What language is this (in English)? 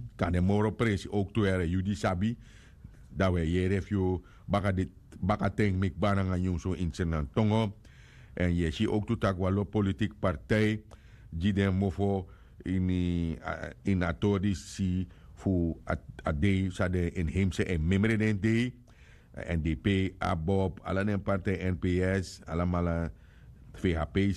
Sranan Tongo